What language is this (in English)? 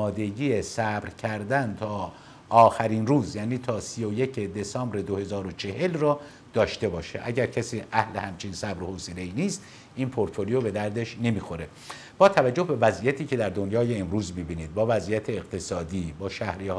Persian